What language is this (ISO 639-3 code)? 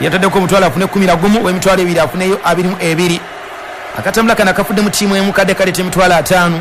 lug